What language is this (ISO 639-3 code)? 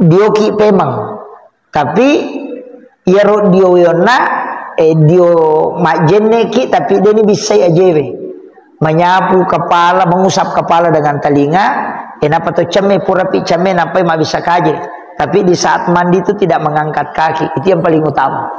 bug